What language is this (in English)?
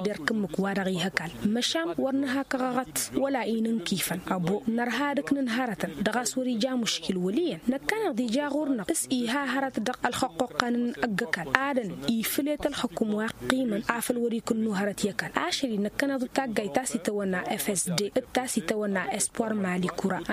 Tamasheq